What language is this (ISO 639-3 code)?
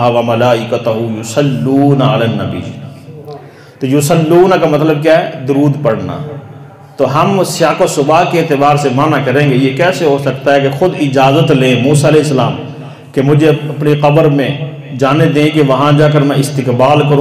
urd